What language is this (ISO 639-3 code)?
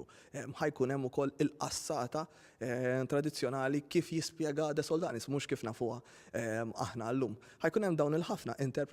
mlt